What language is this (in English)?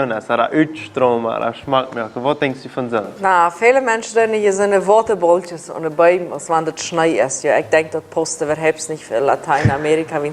Plautdietsch